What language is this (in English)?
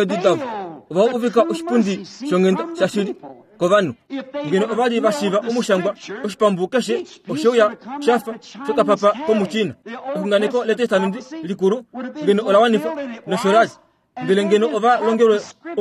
Kuanyama